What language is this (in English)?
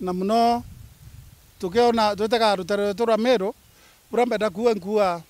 Meru